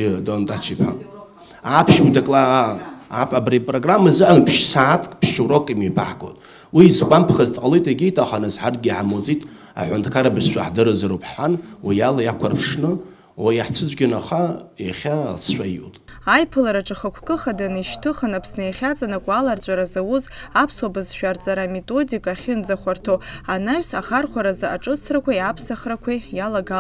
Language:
Abkhazian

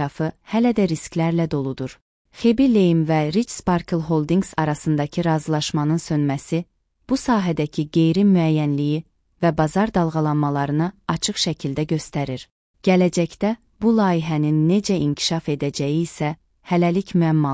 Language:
Azerbaijani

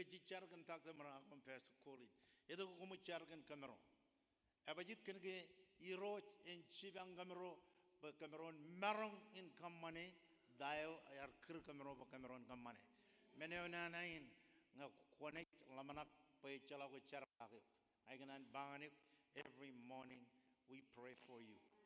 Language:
Marshallese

